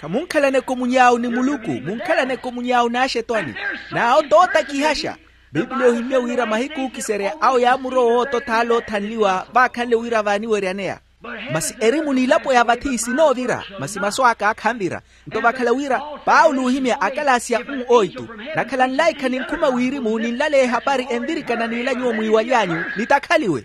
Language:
Makhuwa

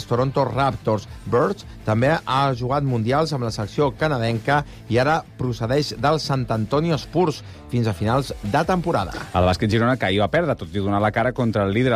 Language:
Catalan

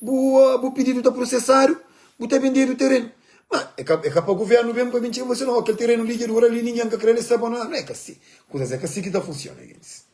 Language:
Kabuverdianu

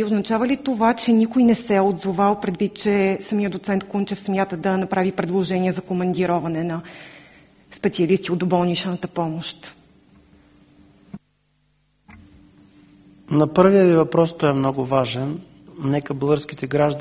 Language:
Bulgarian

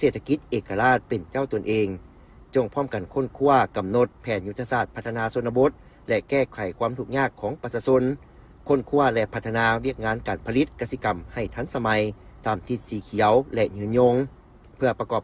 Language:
Lao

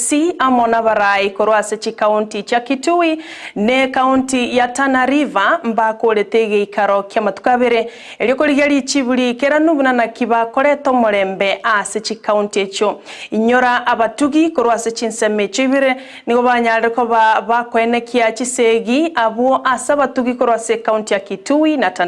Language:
Gusii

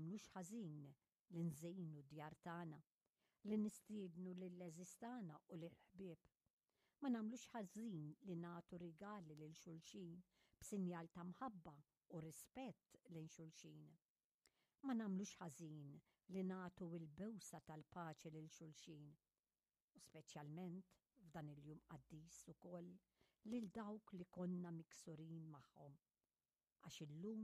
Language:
Maltese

